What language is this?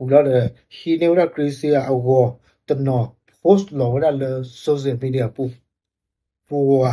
S'gaw Karen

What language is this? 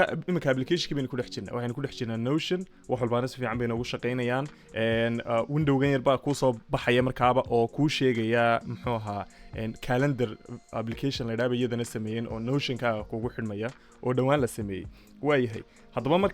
Somali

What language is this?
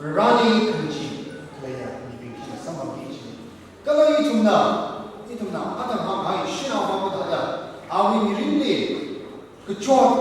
Tangkhul Naga (India)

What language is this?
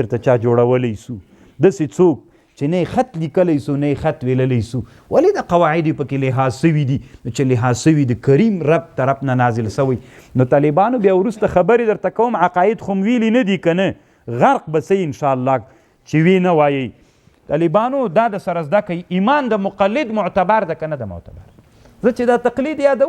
Pashto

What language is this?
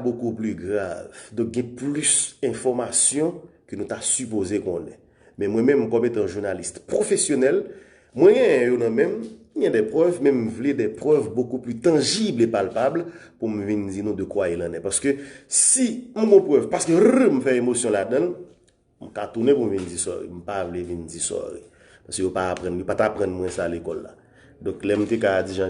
Haitian Creole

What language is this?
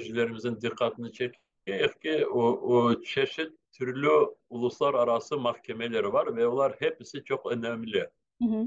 Crimean Tatar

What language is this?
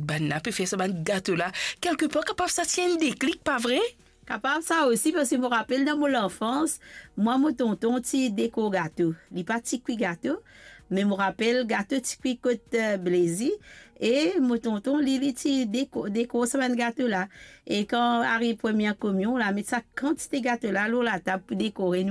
Morisyen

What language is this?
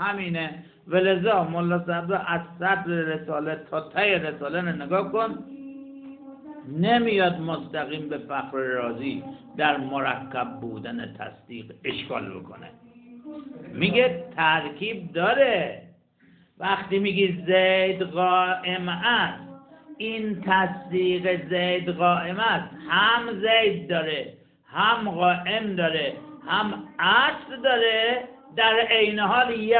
Persian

